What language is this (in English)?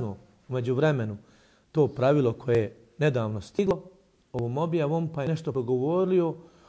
Bosnian